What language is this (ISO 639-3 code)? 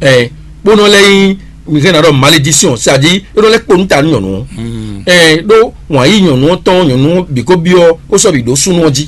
fon